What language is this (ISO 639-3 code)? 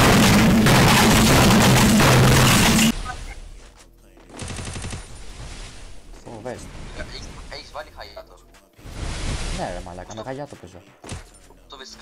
ell